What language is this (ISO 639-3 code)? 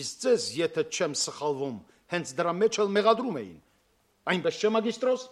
hye